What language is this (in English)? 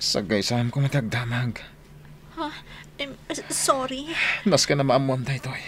Iloko